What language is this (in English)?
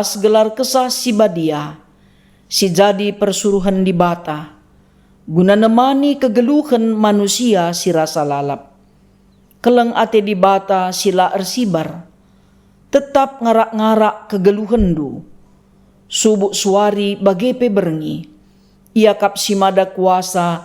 Batak Karo